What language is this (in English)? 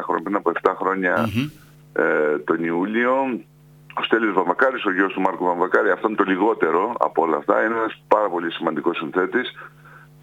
Greek